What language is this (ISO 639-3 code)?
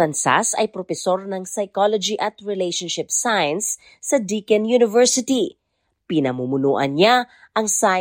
fil